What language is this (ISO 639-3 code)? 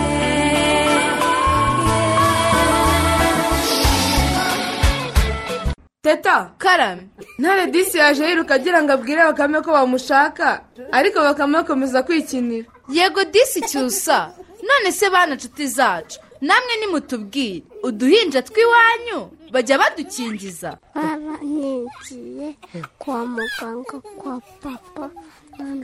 kin